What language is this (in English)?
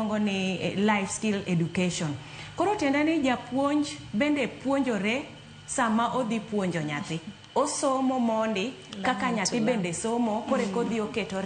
Luo (Kenya and Tanzania)